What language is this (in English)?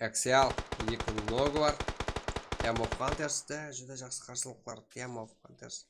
Kara-Kalpak